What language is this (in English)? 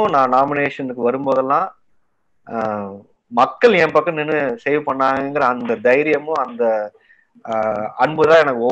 Tamil